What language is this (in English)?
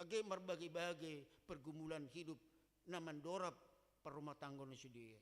Batak Simalungun